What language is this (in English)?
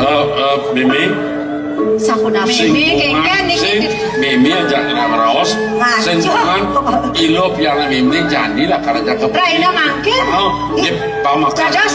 Balinese